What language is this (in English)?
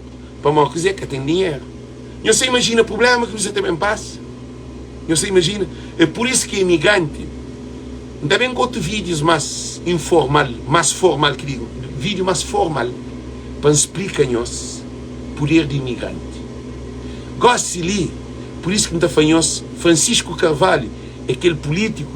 Kabuverdianu